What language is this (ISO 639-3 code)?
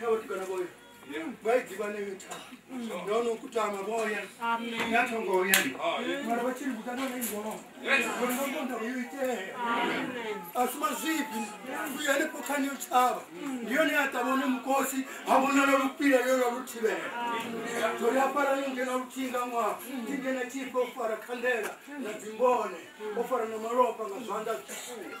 ven